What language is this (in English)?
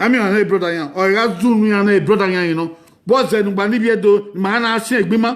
Bini